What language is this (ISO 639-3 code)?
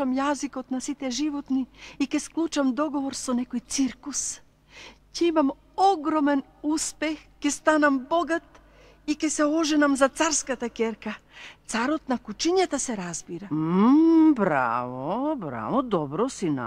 mkd